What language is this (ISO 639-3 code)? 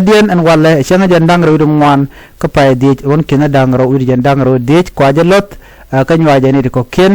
nus